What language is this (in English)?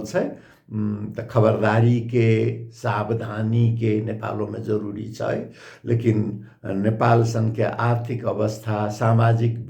Maithili